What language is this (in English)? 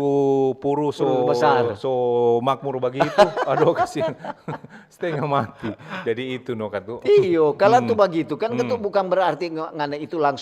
Manado Malay